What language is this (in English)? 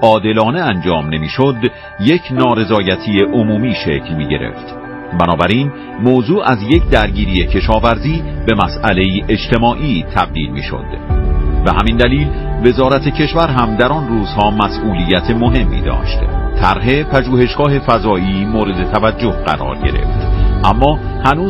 Persian